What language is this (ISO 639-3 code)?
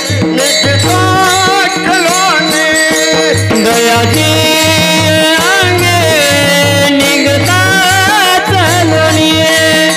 mar